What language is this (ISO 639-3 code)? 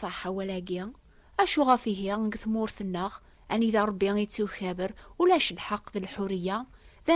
kab